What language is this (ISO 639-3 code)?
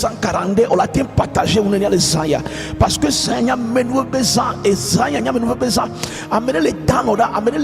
ewe